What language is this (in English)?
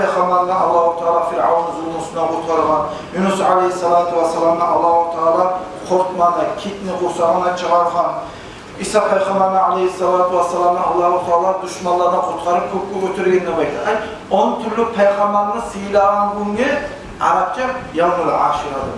Kumyk